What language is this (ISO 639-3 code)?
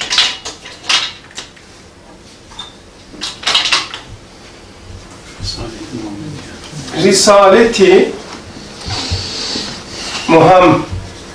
tur